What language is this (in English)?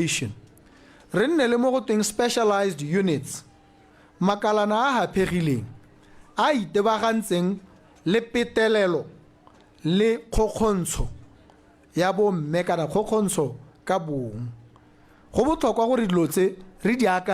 Tswana